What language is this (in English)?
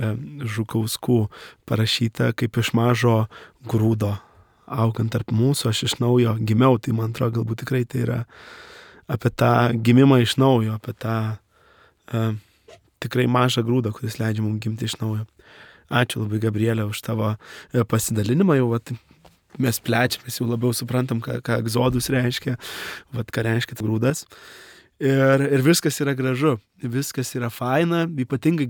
Lithuanian